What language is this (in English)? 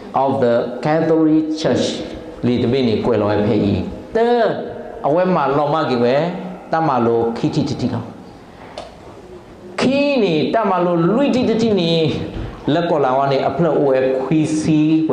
S'gaw Karen